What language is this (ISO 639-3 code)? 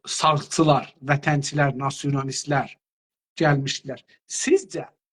azb